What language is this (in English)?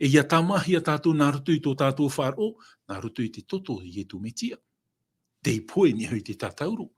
Tahitian